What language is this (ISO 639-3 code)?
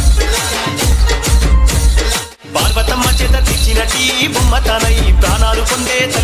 tel